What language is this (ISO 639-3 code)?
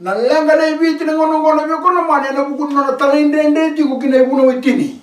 fij